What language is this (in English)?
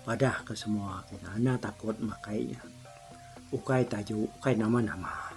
Iban